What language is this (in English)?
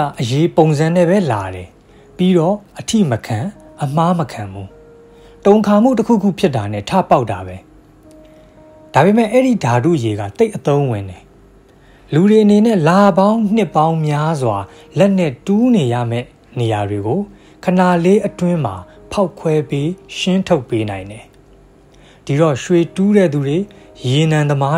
Burmese